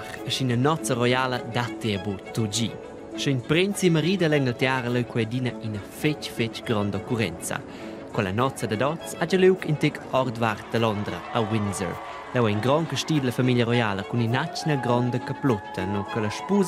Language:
Romansh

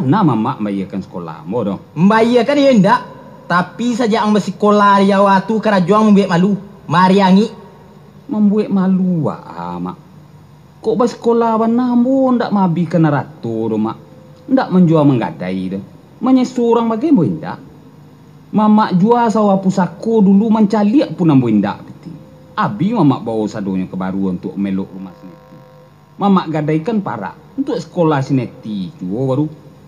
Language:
Minangkabau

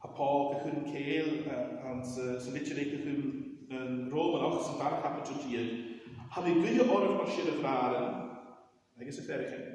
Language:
Scottish Gaelic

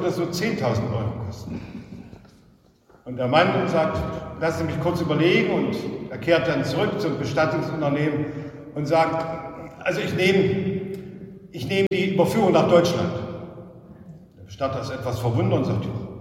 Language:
German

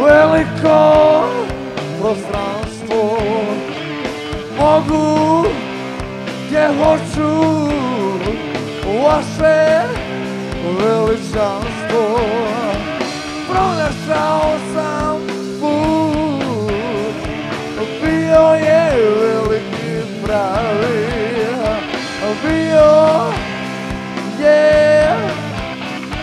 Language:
Croatian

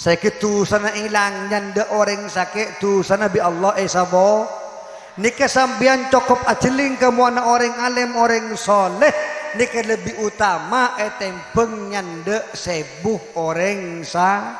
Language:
Madurese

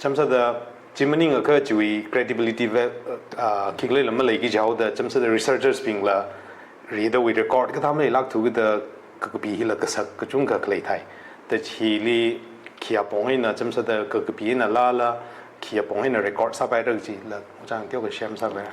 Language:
Tangkhul Naga (India)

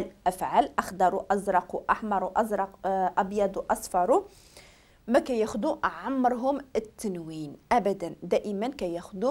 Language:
Moroccan Arabic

